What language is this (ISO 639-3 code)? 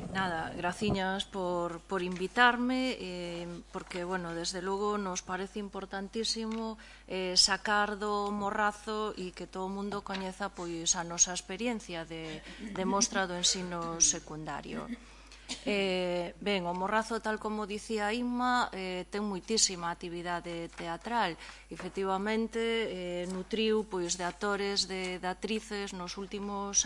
glg